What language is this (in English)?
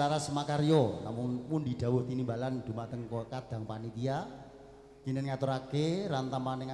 Javanese